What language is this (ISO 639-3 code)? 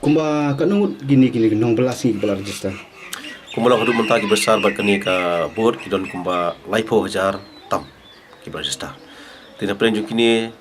kha